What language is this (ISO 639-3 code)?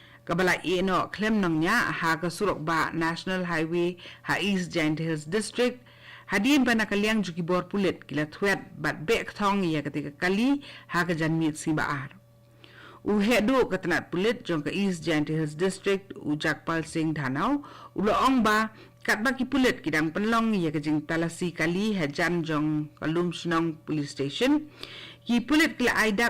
kha